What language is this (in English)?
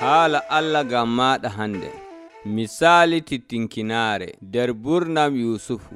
Nigerian Fulfulde